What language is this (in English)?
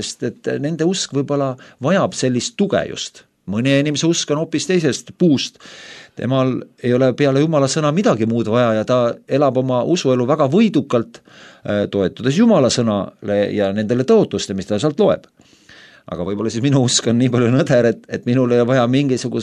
Estonian